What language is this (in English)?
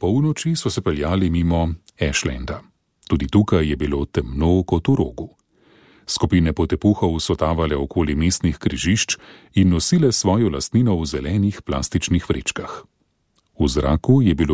Slovenian